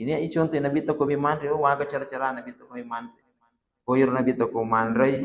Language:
Buginese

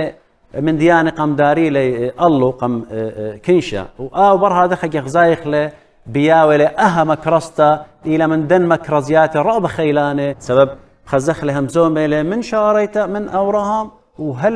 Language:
Assyrian Neo-Aramaic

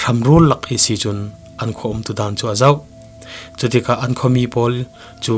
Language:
Falam Chin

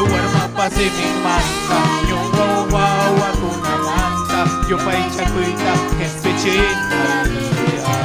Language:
Ayacucho Quechua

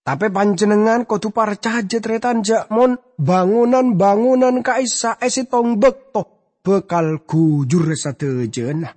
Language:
Madurese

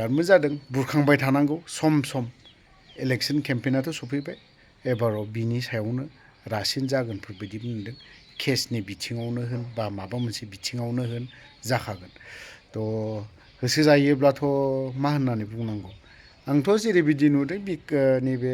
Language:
Bodo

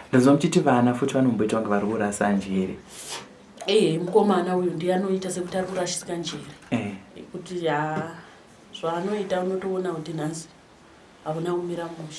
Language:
Shona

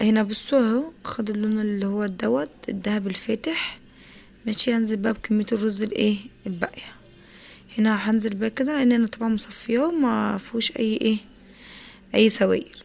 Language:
Egyptian Arabic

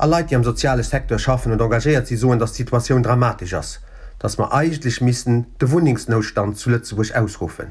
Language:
Luxembourgish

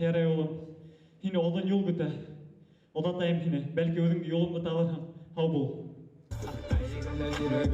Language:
Bashkir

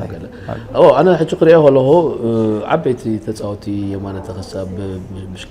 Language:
Tigrinya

